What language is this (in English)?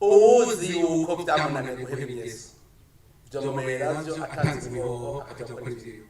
Rundi